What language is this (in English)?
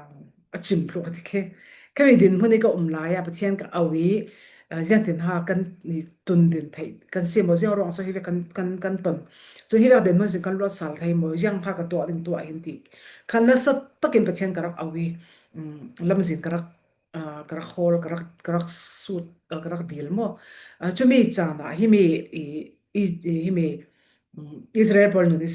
Falam Chin